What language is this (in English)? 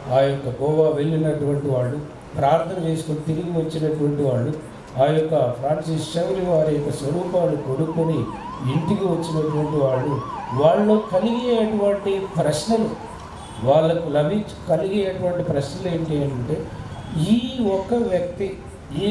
Telugu